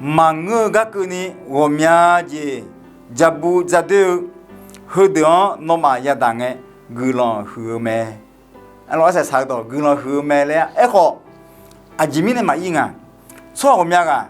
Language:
Akha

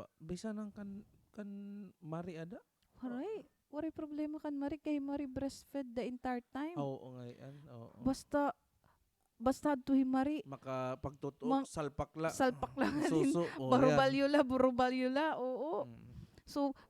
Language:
Waray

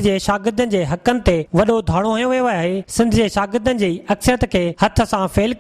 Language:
Sindhi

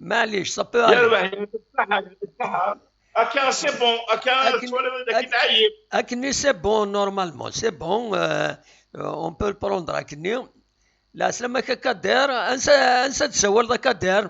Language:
Kabyle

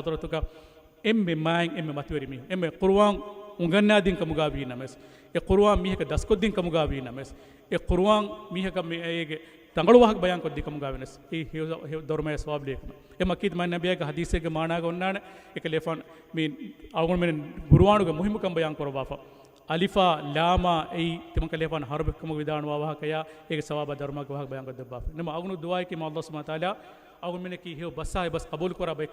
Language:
Divehi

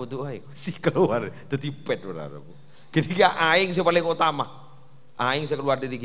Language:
Madurese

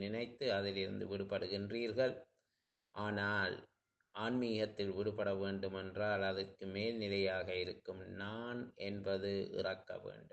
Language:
Tamil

